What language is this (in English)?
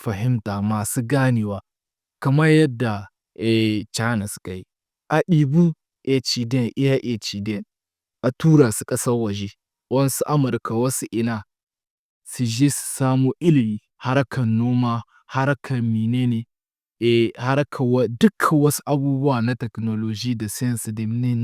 Hausa